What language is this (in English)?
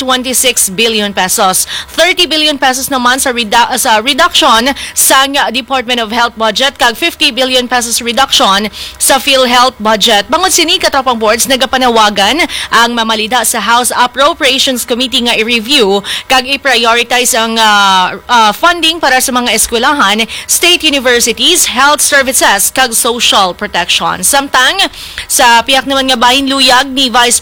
Hiligaynon